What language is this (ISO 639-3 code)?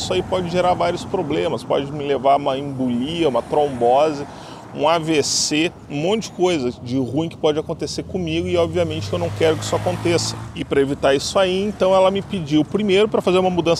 por